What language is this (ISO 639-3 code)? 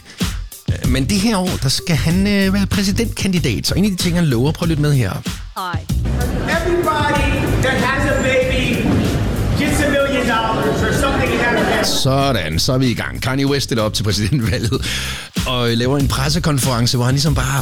dan